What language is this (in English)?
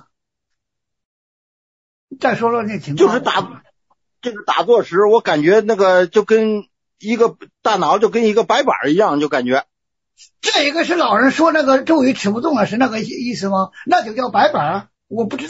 Chinese